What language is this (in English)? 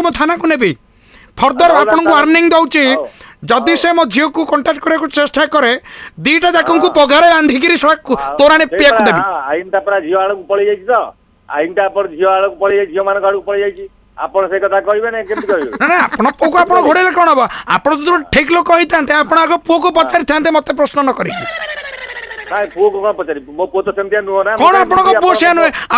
Odia